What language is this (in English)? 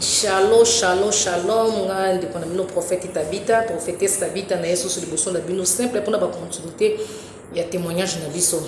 Lingala